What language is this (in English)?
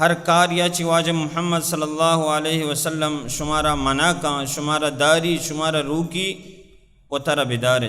Baluchi